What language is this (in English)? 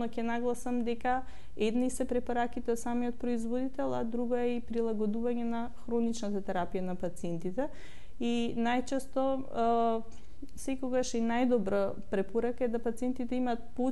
Macedonian